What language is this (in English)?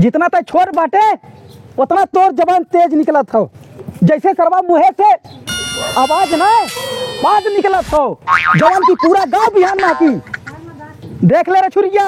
Awadhi